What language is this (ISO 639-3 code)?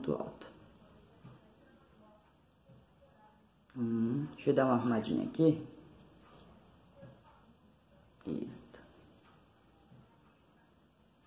por